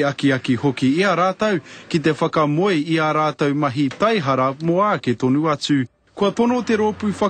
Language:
Māori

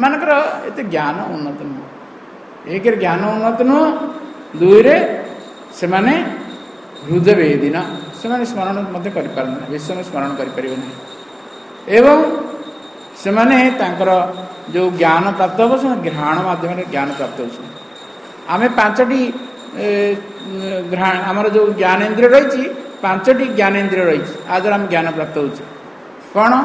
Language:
Odia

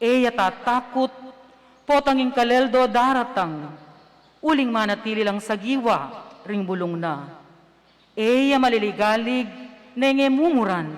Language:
Pampanga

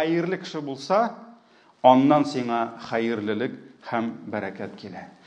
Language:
Tatar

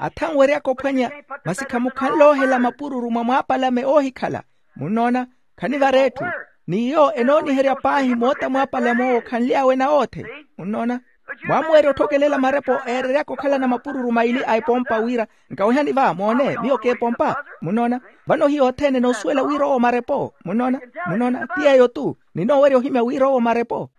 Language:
Makhuwa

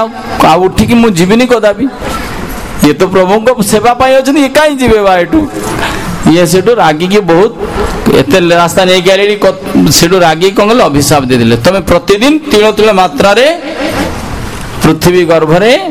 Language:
Odia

